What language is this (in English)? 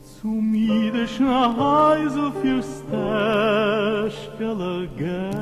Yiddish